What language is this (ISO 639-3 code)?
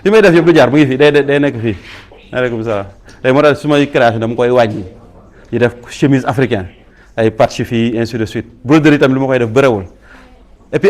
wol